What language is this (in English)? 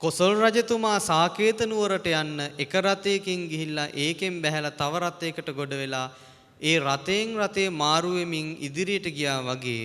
Sinhala